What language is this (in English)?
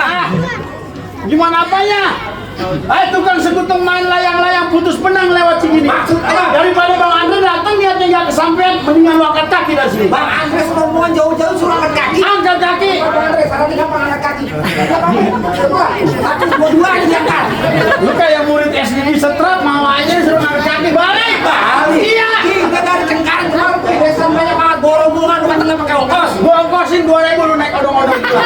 Betawi